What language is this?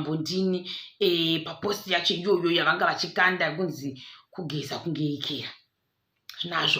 Shona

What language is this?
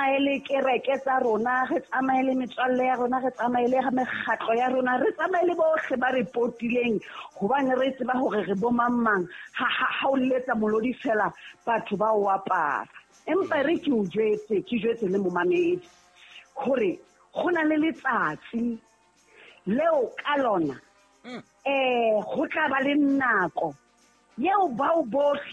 Southern Sotho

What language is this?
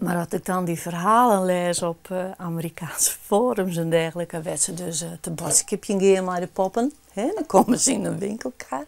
Western Frisian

